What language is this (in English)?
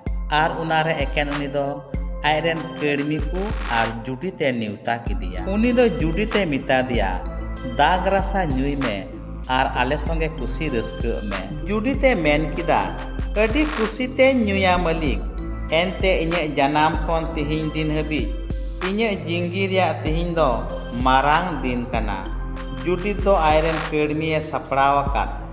Santali